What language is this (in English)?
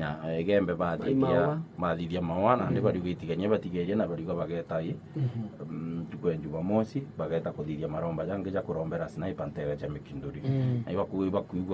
Meru